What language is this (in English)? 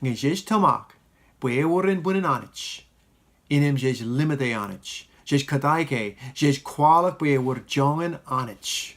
Marshallese